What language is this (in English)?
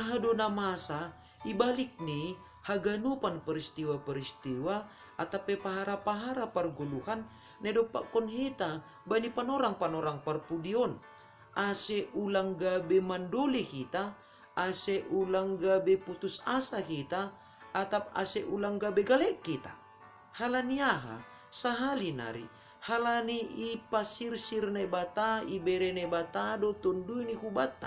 Batak Simalungun